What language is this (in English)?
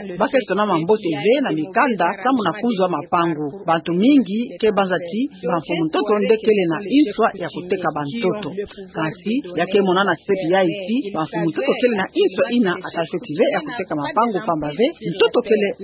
Kituba (Democratic Republic of Congo)